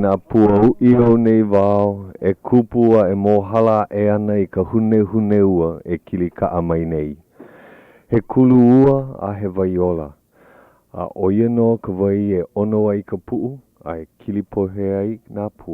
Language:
Hawaiian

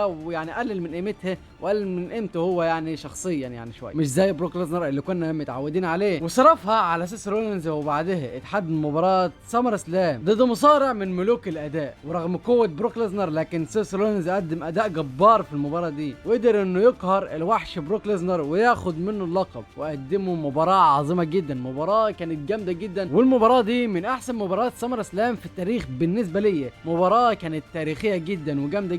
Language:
Egyptian Arabic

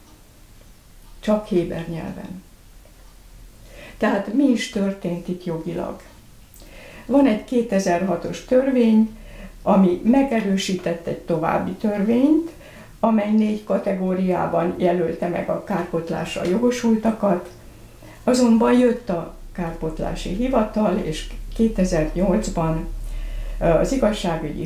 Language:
Hungarian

